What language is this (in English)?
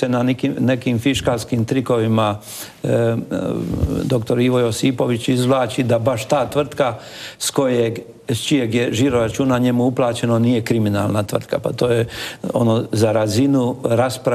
Croatian